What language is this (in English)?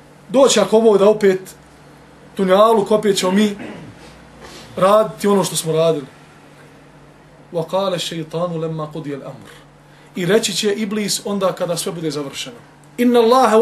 Bosnian